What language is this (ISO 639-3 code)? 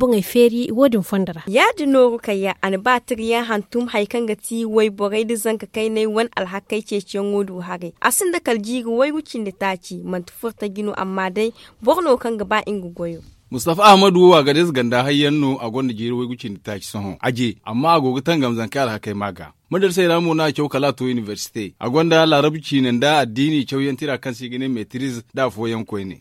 dje